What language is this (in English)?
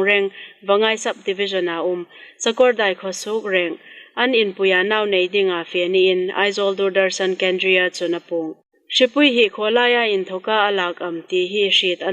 Hmar